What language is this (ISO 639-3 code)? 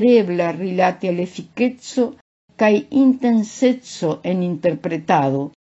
epo